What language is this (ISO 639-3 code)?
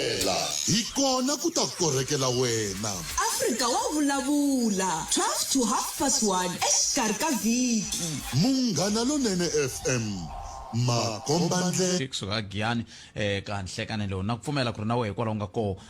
tso